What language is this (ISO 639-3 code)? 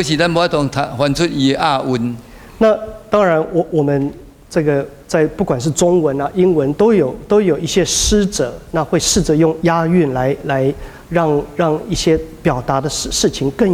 nan